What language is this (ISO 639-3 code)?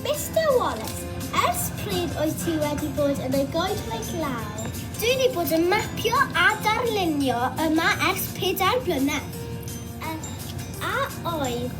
cym